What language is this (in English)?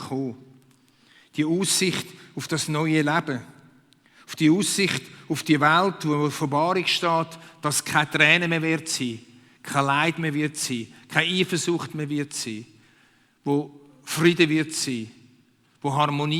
Swiss German